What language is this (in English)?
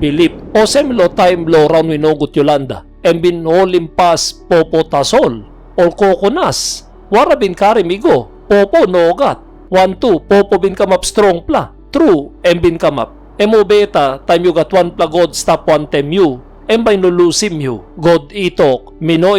Tok Pisin